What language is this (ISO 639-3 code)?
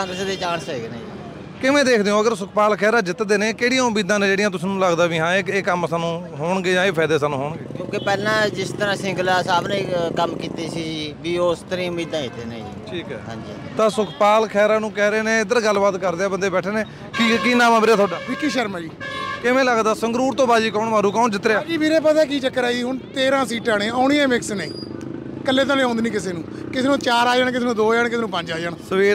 pan